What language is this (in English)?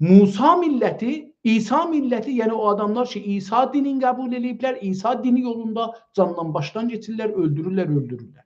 South Azerbaijani